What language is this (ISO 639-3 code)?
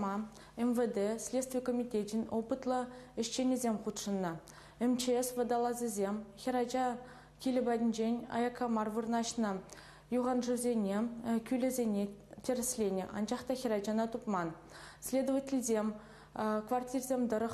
chv